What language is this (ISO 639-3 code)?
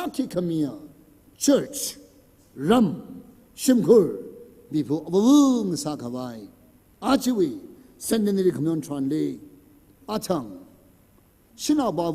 nmf